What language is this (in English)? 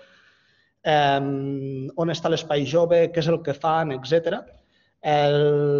Catalan